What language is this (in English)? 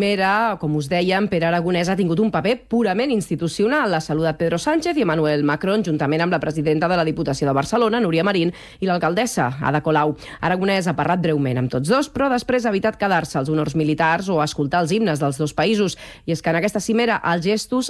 Catalan